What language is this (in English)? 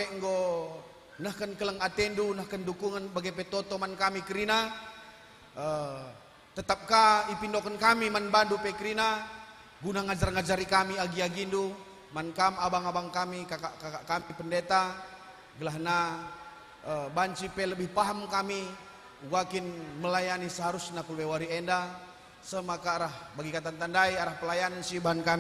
Batak Karo